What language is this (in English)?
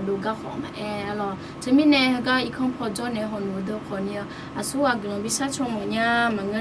Akha